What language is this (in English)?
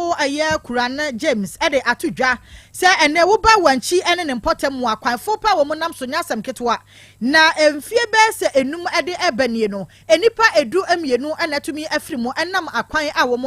Akan